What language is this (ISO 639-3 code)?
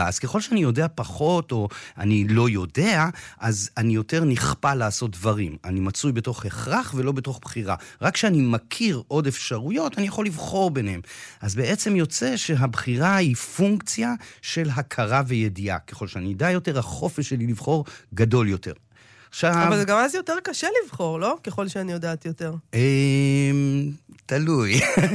heb